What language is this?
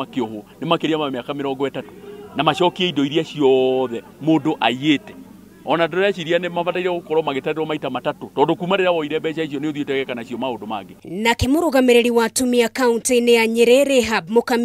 Kikuyu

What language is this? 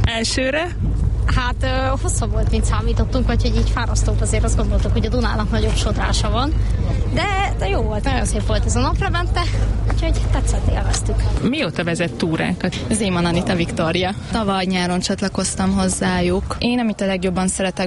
Hungarian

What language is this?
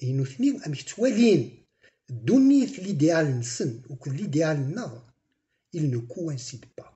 Kabyle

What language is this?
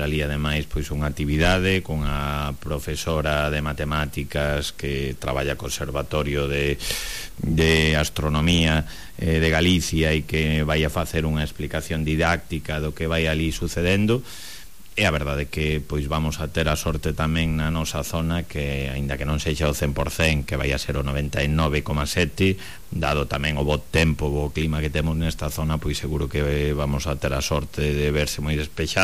Galician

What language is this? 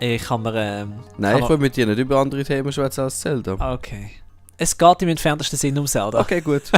Swiss German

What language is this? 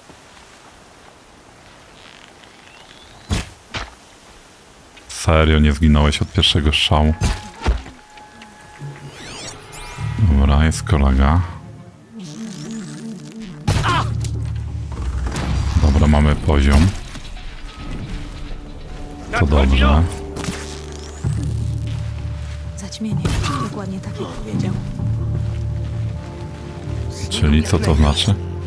Polish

